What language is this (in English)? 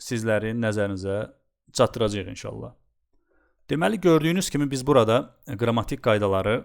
Azerbaijani